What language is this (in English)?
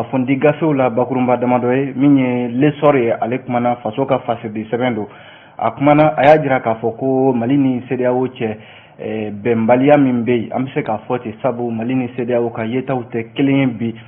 Bambara